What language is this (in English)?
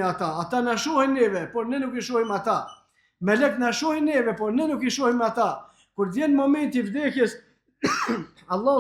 Albanian